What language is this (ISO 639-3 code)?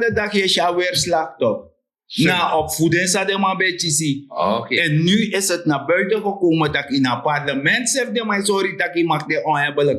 srn